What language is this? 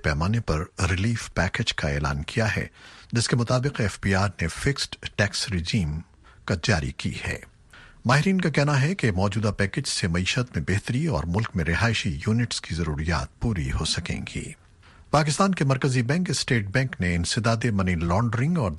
Urdu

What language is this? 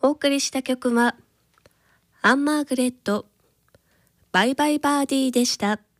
Japanese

